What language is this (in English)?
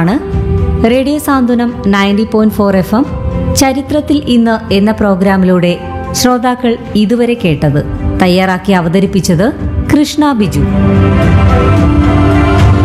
Malayalam